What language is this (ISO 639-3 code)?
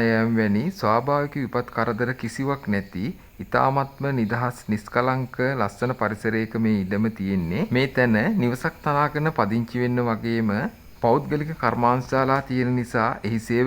sin